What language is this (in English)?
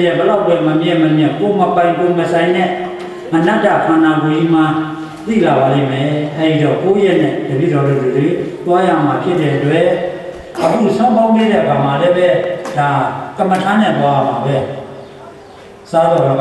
Burmese